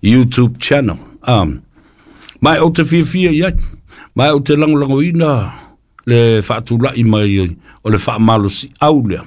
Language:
Samoan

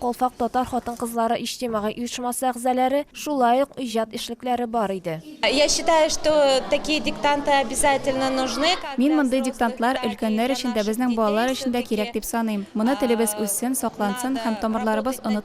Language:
Tatar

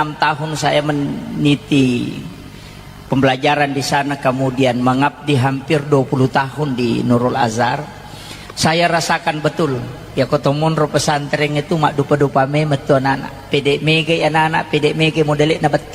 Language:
Buginese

